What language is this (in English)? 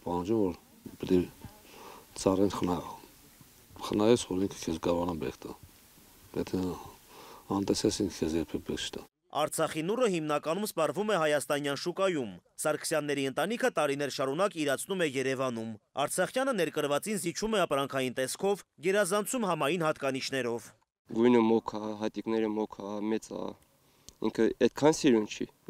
Armenian